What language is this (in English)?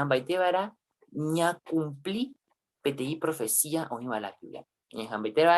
Guarani